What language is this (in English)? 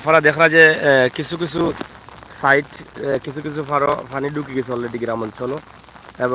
Sylheti